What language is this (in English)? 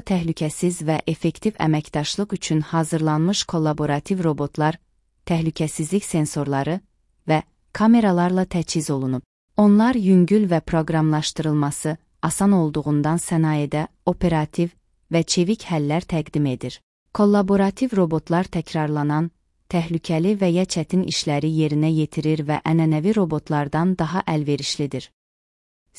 Azerbaijani